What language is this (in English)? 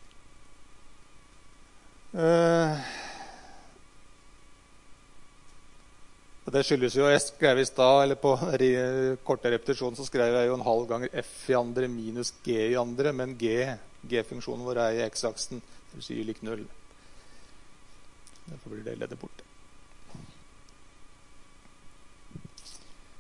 Norwegian